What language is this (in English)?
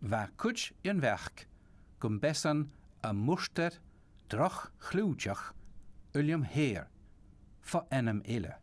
Scottish Gaelic